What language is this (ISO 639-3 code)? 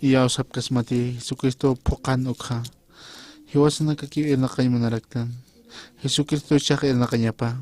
aym